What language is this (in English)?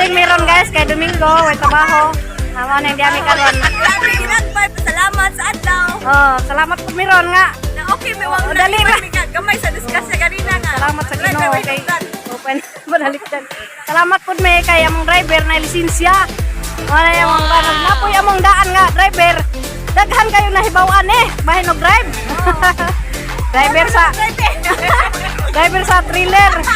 Cebuano